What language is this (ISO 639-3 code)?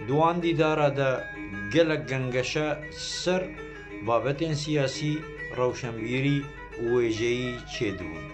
kur